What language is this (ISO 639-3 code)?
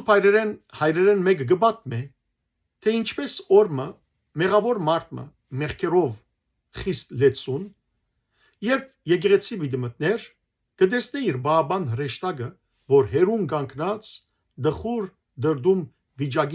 hyw